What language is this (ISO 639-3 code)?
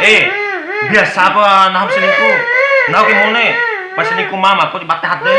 bhp